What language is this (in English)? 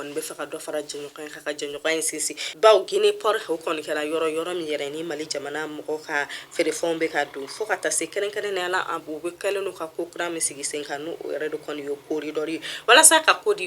Bambara